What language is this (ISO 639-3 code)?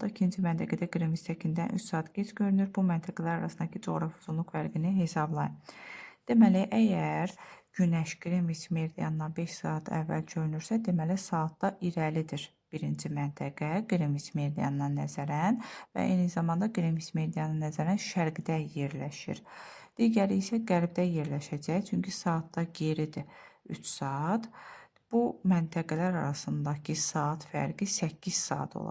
aze